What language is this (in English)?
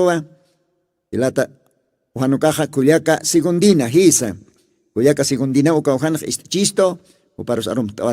Aymara